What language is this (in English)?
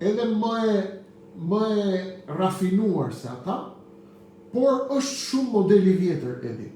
Albanian